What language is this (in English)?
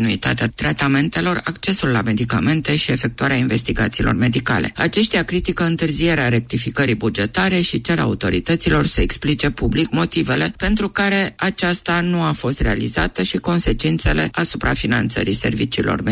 Romanian